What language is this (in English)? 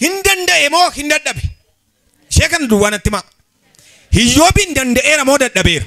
Oromo